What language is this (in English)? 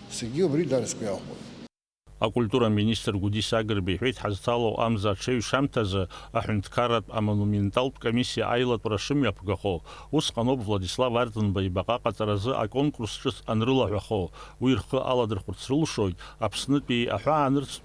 Abkhazian